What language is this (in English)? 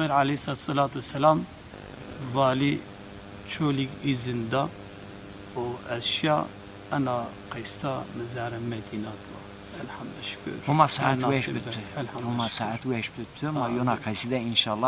Zaza